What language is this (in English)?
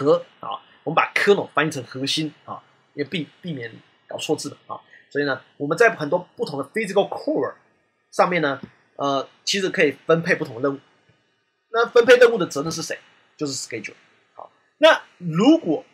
Chinese